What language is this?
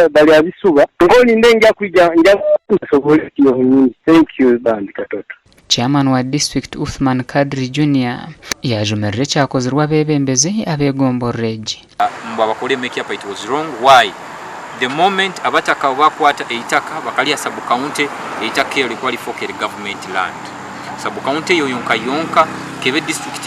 Nyankole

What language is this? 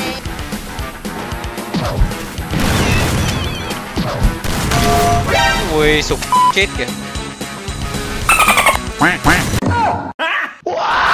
Vietnamese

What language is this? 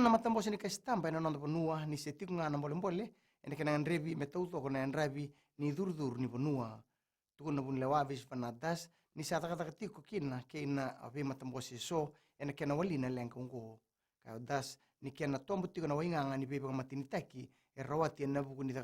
Fijian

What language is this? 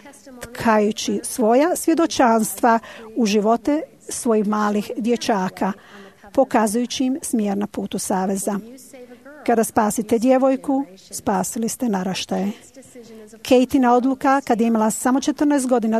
Croatian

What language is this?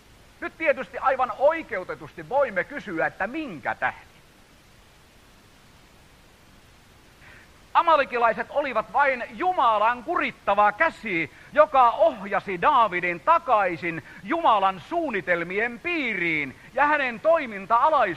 Finnish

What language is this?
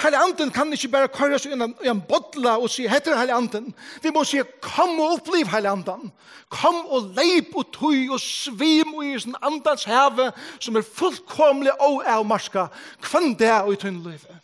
Faroese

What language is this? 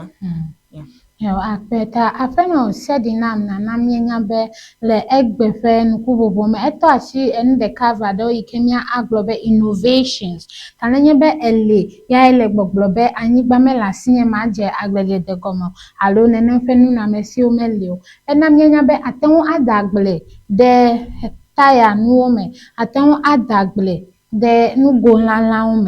Ewe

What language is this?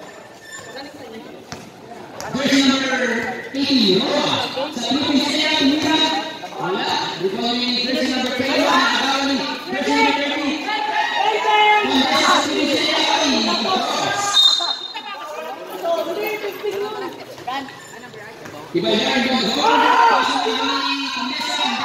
Filipino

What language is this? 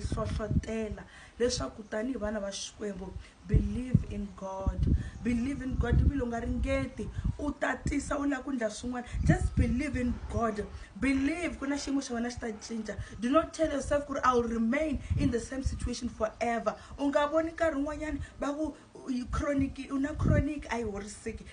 Tsonga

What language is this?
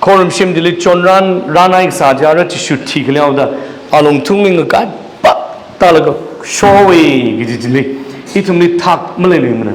Tangkhul Naga (India)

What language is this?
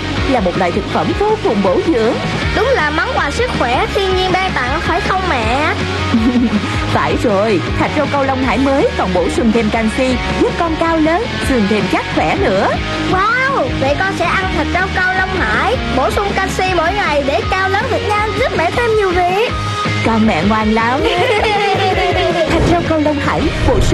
Vietnamese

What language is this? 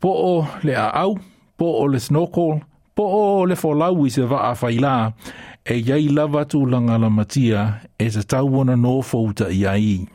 Samoan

